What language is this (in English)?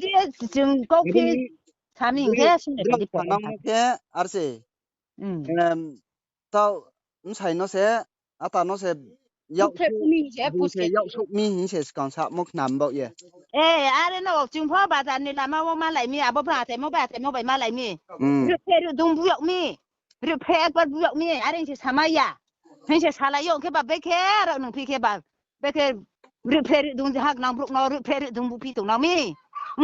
Riang (India)